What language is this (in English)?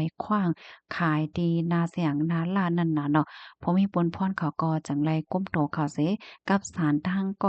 Shan